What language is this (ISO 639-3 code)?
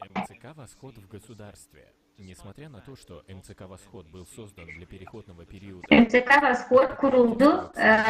gag